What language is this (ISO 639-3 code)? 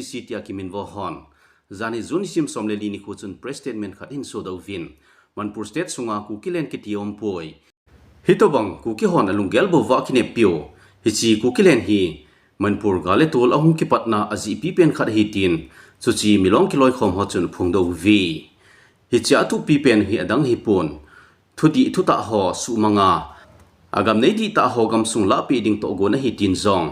tcz